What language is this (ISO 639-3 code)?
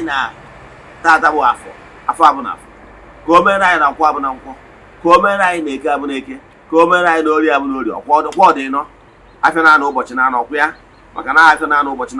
ibo